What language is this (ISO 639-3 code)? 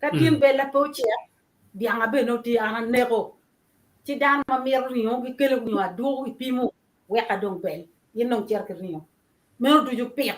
ach